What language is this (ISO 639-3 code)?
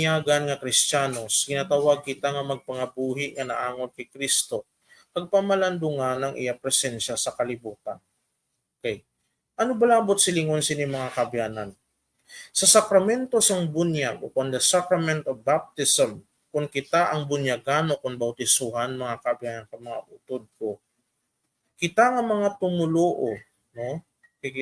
hil